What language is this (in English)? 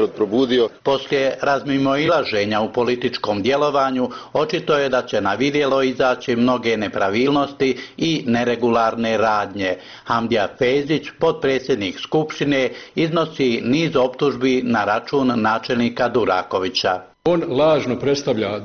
Bosnian